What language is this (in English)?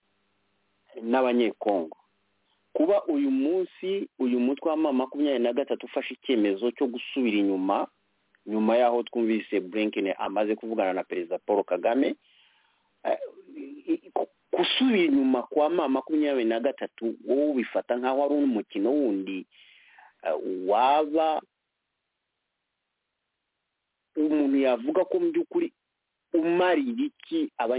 Kinyarwanda